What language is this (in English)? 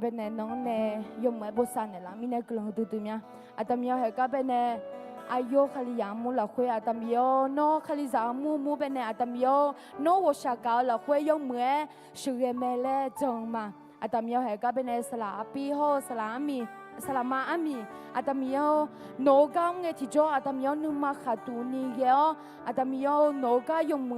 Akha